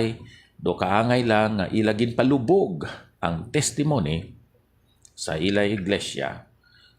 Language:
Hiligaynon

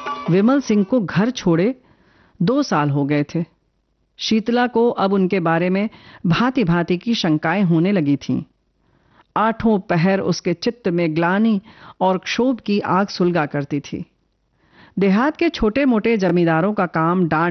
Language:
Hindi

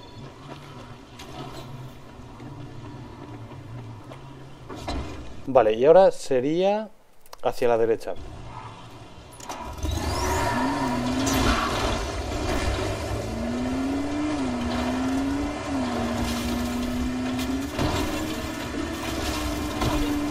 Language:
Spanish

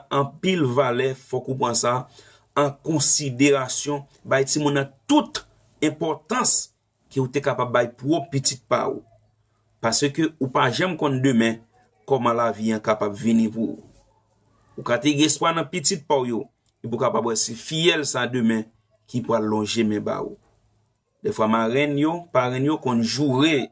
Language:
Haitian Creole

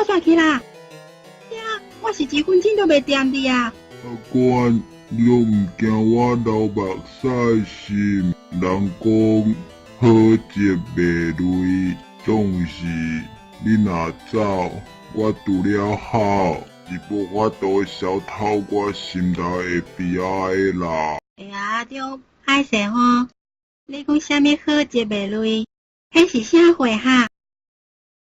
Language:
Min Nan Chinese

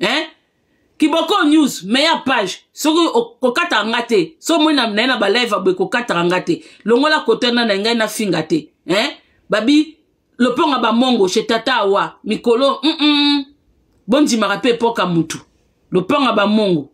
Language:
Lingala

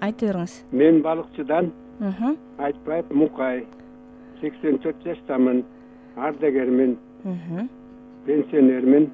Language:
Kyrgyz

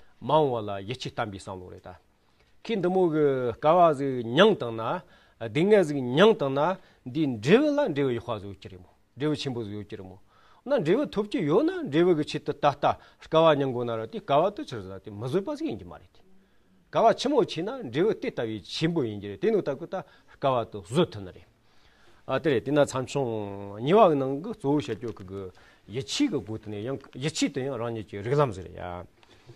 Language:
Tibetan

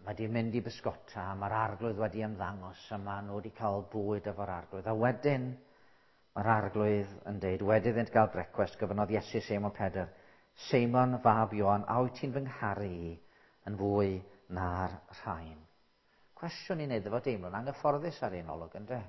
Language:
Welsh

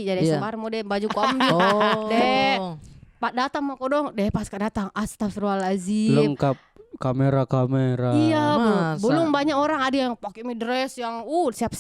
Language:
Makassar Malay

